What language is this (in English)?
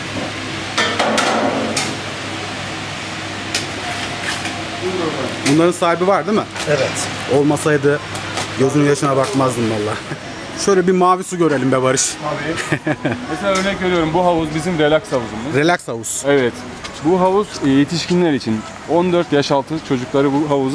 Turkish